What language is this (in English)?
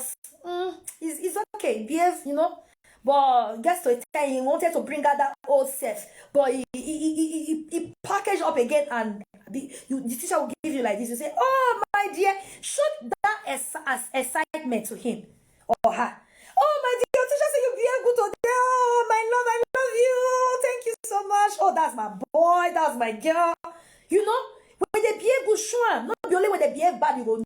Nigerian Pidgin